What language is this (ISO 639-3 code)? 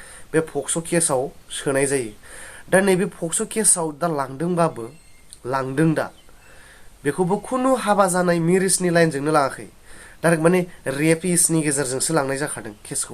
brx